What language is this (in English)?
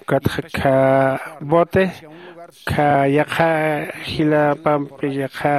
Aymara